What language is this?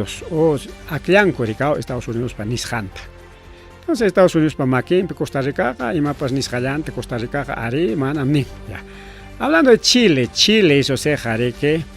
Ayacucho Quechua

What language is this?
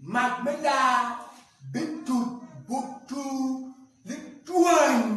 Acoli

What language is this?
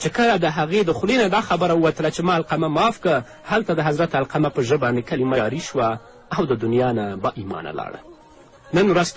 Pashto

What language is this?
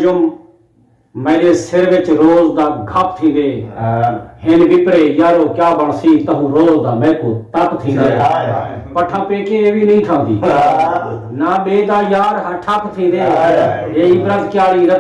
Saraiki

